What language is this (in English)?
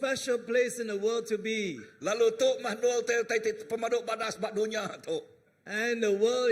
Iban